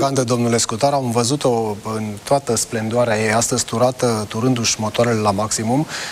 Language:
Romanian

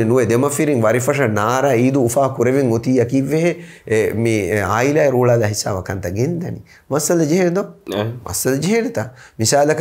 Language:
Divehi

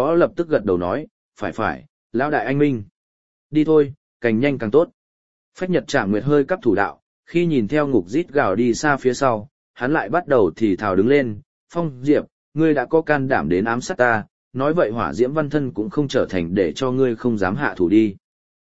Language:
Vietnamese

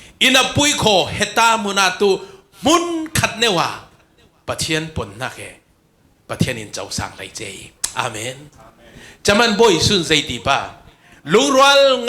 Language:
Falam Chin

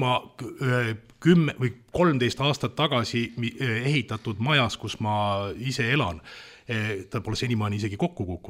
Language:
Estonian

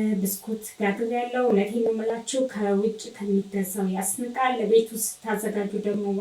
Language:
Amharic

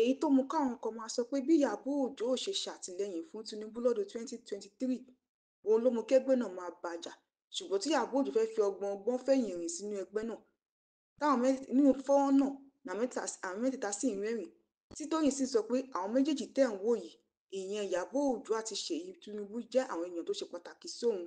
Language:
Yoruba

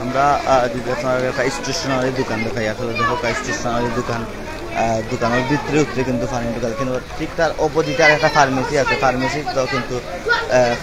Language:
Sylheti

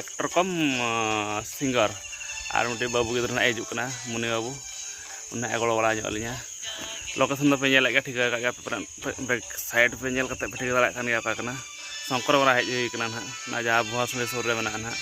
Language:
Santali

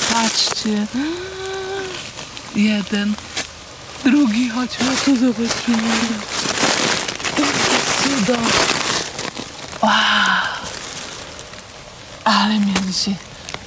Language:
Polish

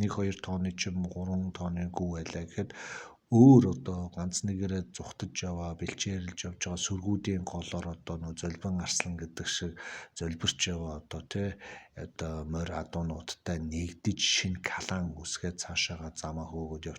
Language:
Mongolian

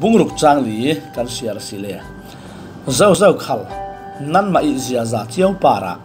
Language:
Falam Chin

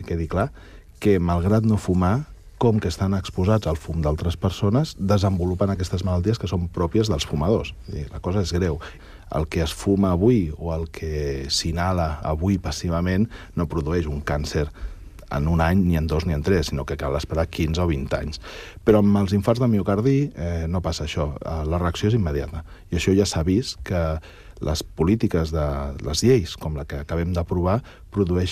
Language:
Catalan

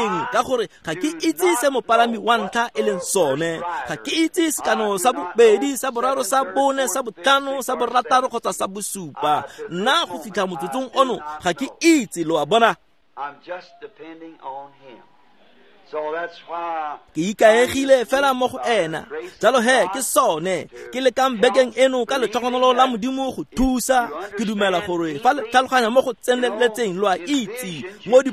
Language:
Tswana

